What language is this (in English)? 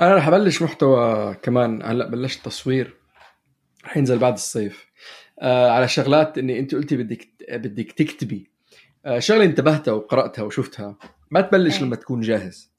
North Levantine Arabic